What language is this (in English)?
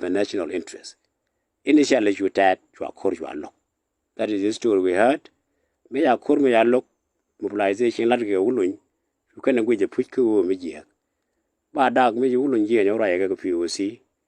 Nuer